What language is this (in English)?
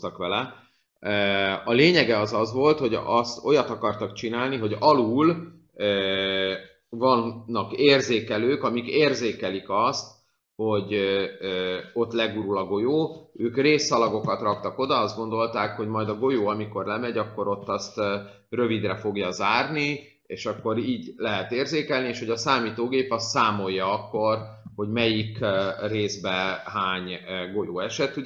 Hungarian